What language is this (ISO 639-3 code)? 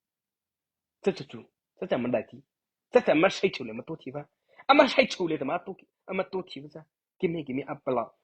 mrh